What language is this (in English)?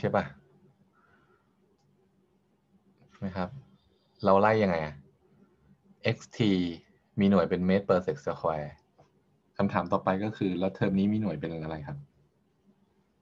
Thai